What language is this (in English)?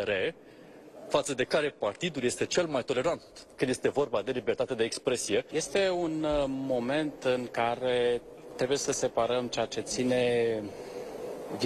Romanian